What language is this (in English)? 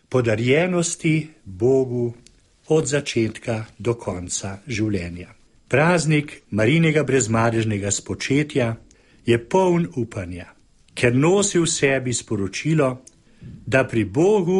Slovenian